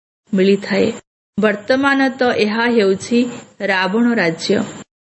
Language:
Odia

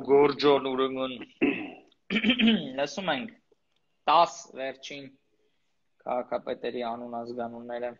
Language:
Armenian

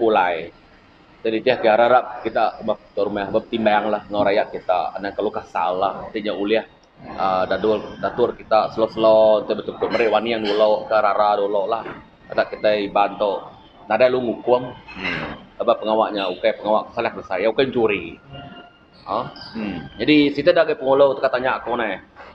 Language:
Iban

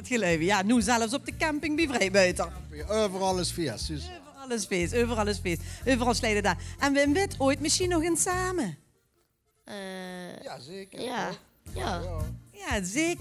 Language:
Limburgish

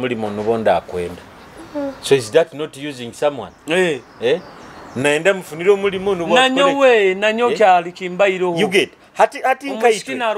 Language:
Nyoro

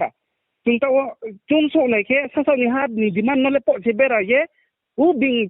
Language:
Riang (India)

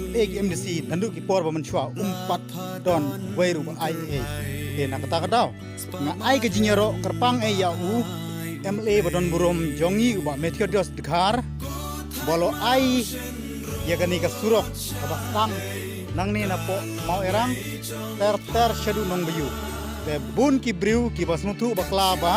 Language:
Khasi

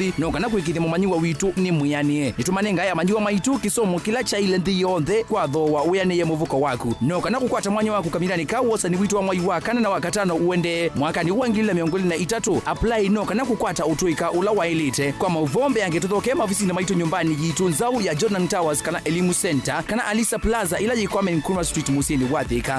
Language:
Kamba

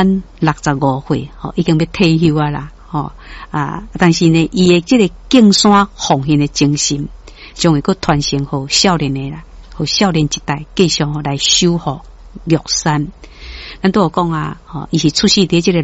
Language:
Min Nan Chinese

